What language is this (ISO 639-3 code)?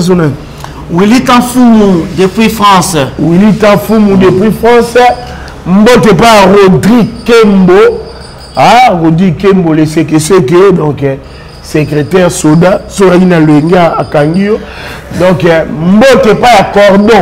lin